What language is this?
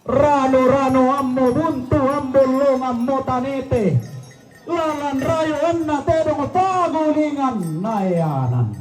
Toraja-Sa'dan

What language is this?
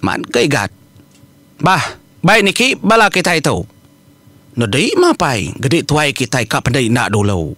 Iban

